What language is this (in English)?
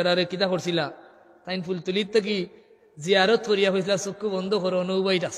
Sylheti